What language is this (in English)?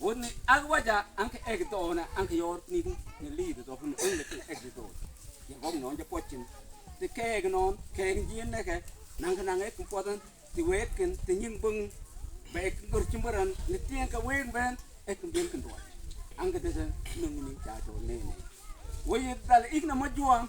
Mabaan